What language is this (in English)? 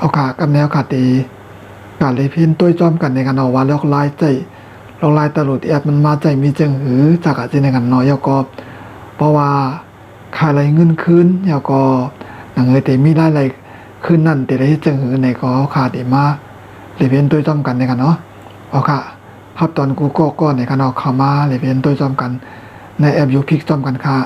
Shan